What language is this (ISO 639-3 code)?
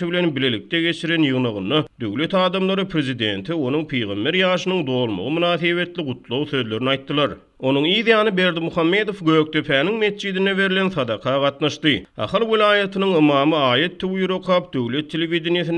tuk